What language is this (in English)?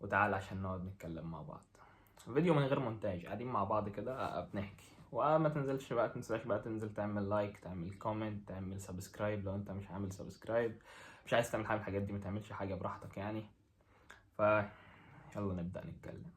Egyptian Arabic